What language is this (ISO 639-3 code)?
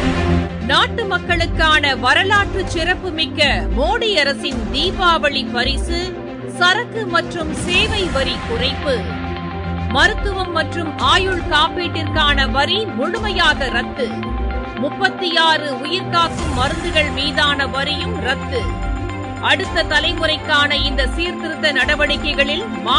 tam